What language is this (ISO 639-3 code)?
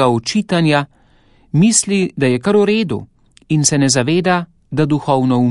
slv